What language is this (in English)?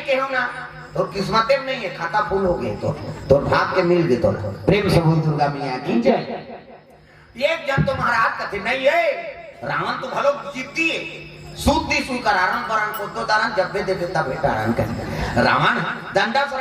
Chhattisgarhi